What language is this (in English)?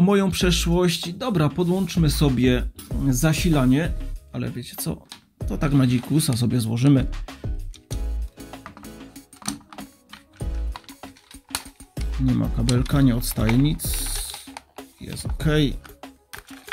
Polish